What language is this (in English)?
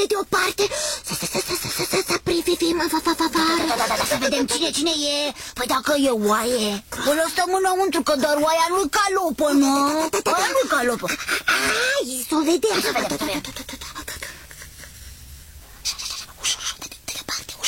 Romanian